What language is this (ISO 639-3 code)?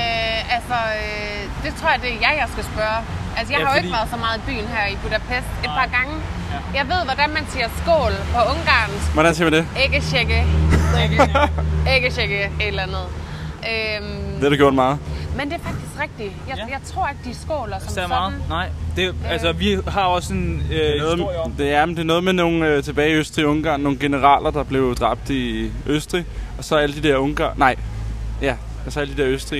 dan